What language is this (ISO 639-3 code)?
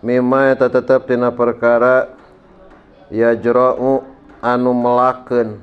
sun